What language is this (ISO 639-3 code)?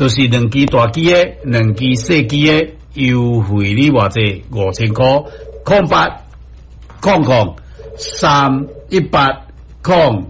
nan